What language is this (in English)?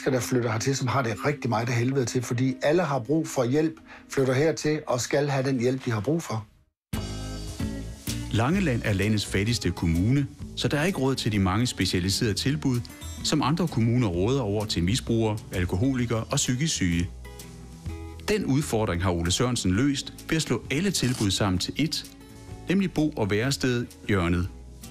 Danish